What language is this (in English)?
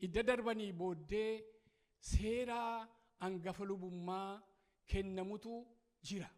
Oromo